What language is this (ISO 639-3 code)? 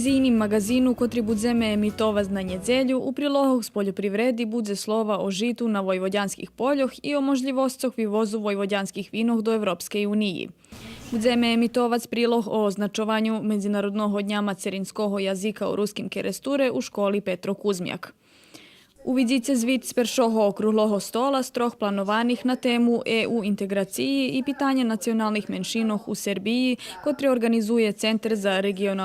rue